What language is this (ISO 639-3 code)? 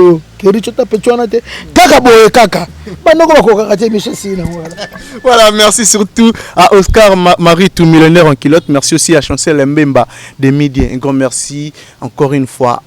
lin